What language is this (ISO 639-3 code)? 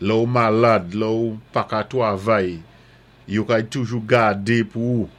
acf